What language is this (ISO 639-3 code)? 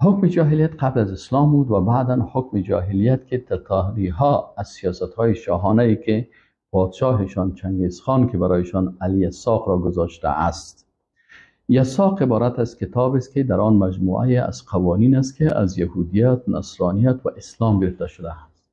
fas